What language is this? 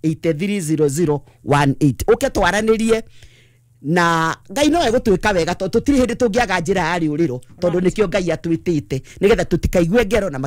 Kikuyu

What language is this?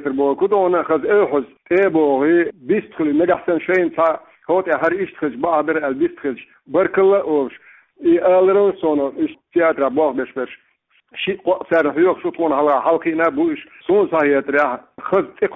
Chechen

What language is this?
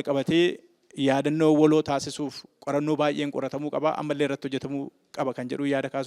Oromo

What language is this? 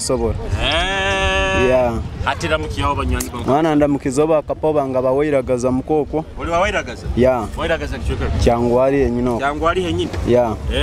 Nyoro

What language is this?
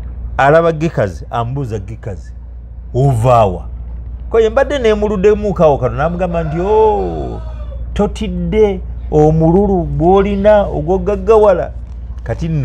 Ganda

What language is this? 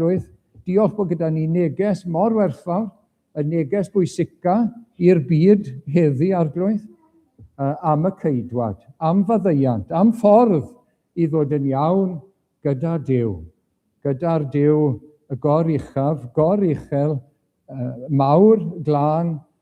Welsh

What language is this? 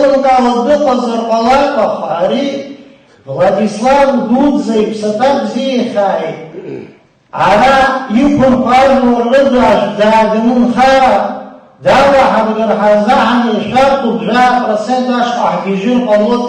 Abkhazian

